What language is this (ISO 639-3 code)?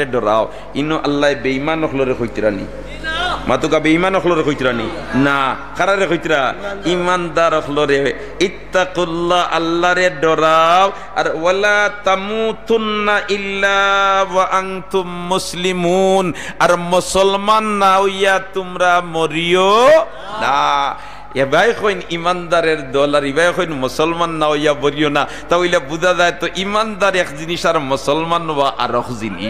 syl